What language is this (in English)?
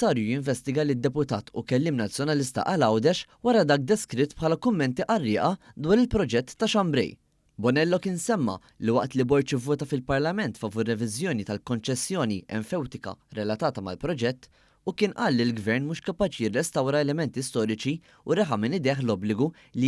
Maltese